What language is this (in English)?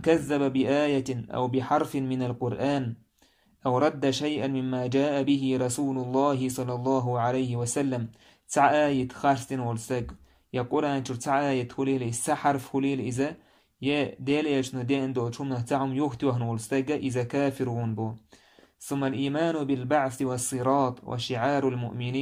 Chechen